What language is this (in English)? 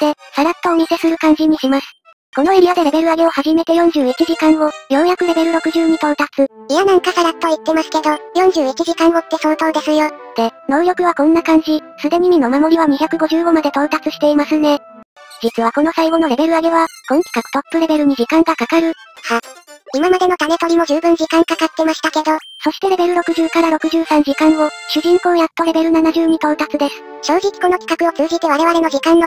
Japanese